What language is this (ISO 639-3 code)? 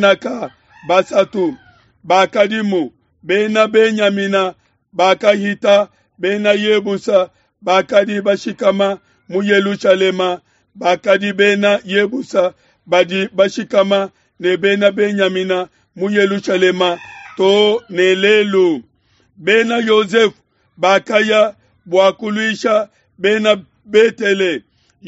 lua